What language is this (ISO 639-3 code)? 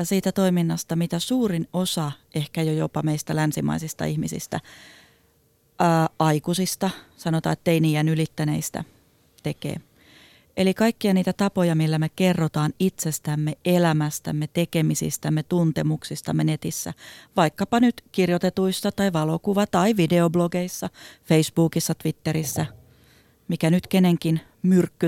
fin